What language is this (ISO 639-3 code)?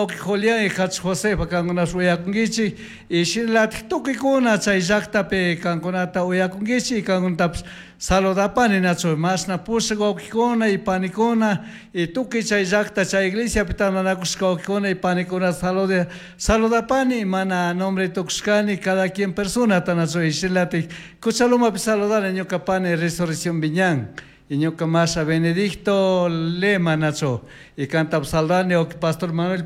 qug